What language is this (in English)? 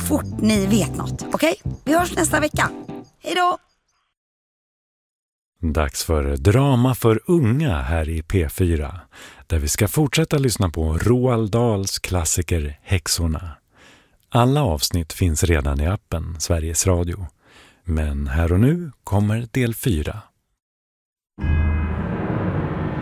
Swedish